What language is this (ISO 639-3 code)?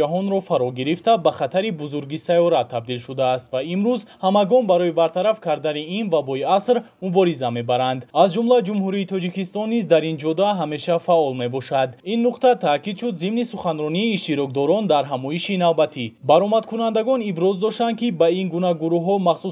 tgk